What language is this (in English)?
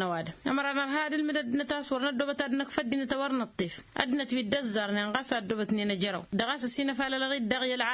Tamasheq